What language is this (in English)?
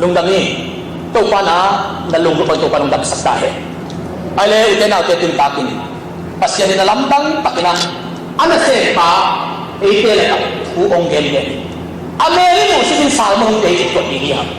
Tedim Chin